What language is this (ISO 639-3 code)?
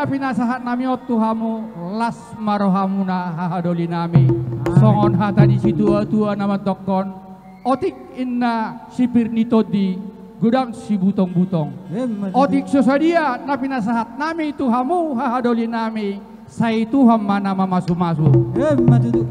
bbc